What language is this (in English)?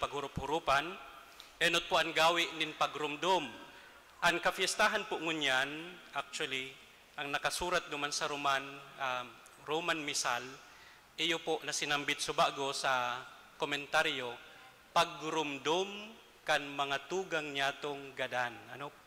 Bikol